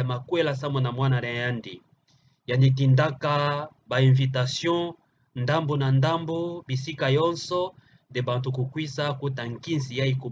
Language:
Kituba (Democratic Republic of Congo)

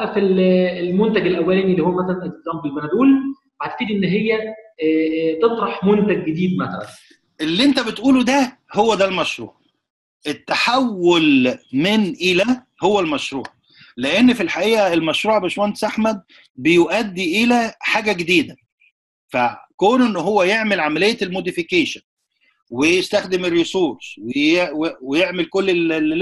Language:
Egyptian Arabic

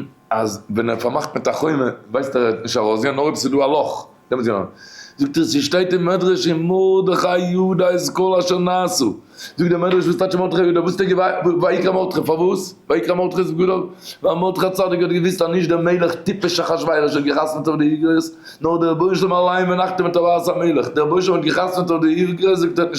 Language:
Yiddish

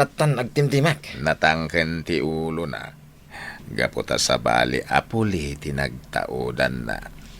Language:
Iloko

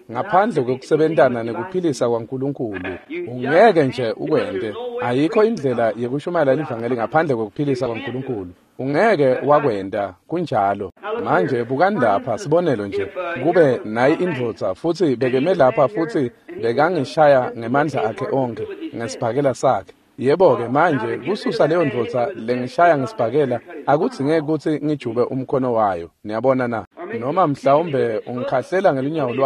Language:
Swati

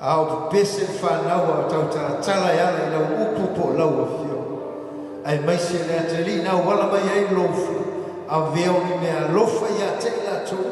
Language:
Samoan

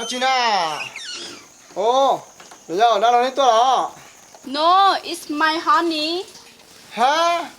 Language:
Hmong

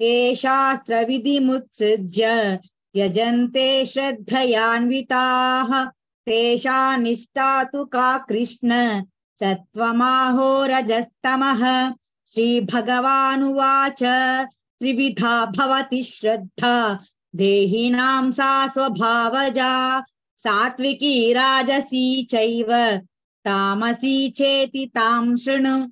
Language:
Sanskrit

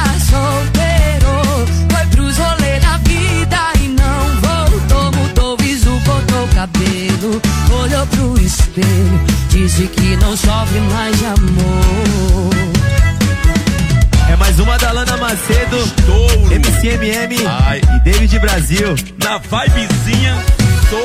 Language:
Portuguese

